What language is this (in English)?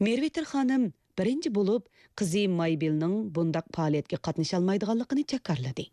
Uyghur